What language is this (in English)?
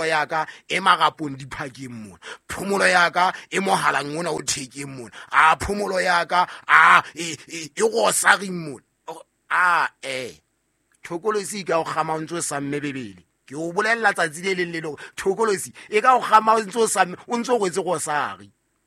Southern Sotho